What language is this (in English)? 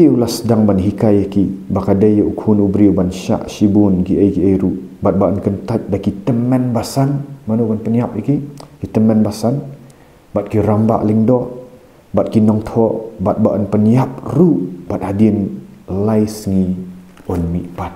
Khasi